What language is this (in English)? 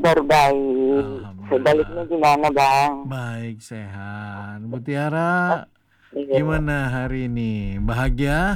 Indonesian